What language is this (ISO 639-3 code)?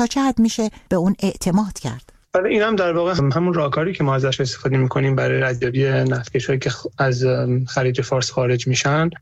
fas